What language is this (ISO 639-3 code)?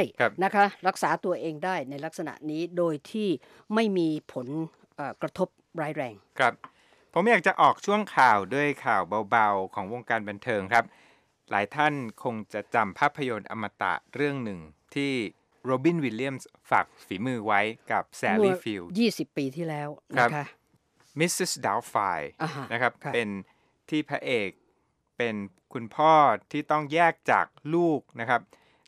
tha